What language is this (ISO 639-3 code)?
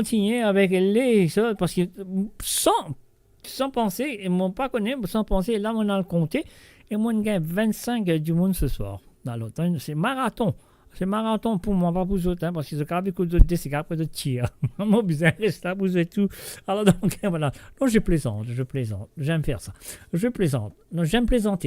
mfe